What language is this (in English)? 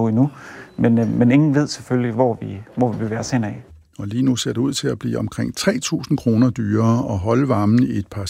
Danish